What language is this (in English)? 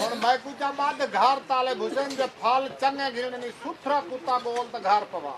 Saraiki